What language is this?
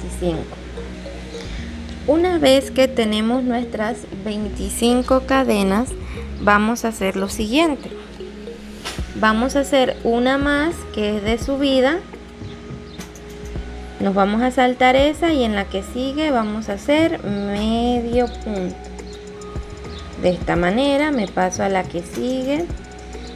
Spanish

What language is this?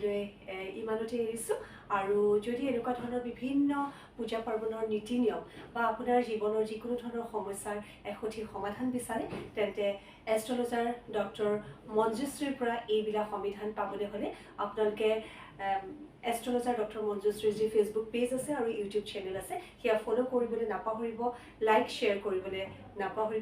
Assamese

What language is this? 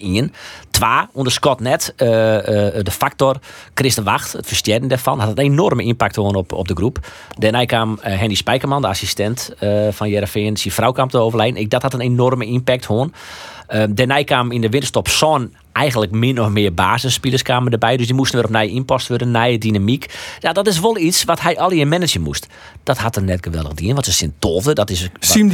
Western Frisian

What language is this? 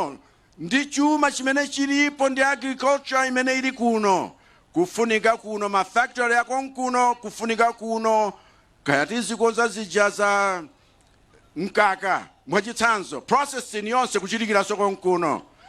Nyanja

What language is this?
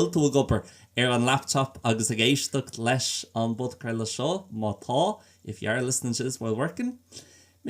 Irish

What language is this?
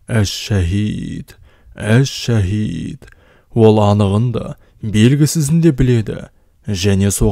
Kazakh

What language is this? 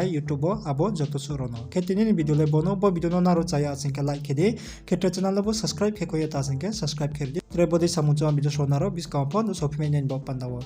Riang (India)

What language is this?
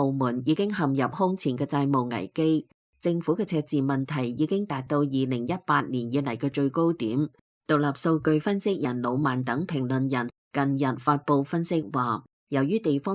Cantonese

